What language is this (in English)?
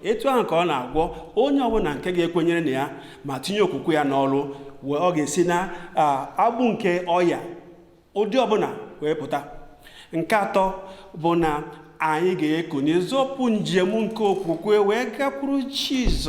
Igbo